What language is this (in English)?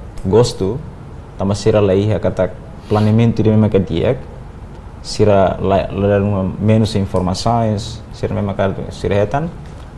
Tetum